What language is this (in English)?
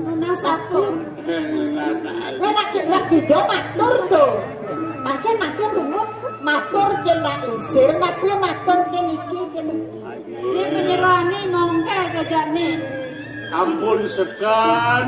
Balinese